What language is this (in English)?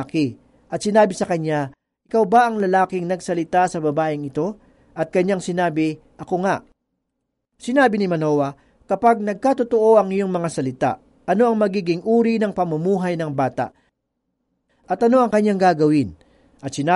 Filipino